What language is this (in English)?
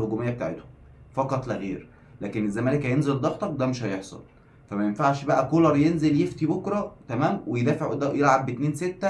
Egyptian Arabic